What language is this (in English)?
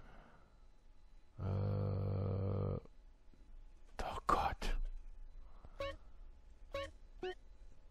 German